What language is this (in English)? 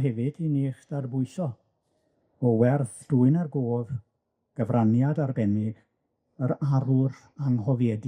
Welsh